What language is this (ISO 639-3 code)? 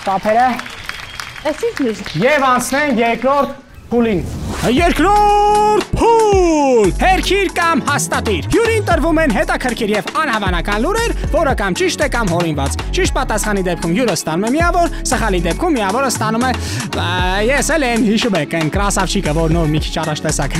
hye